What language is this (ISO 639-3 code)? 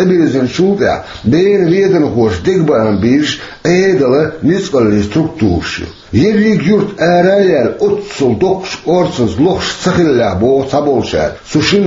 che